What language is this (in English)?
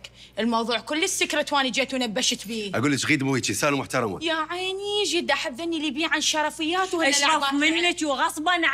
Mesopotamian Arabic